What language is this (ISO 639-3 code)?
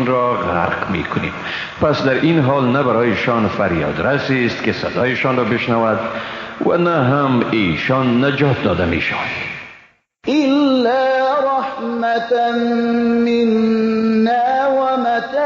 fas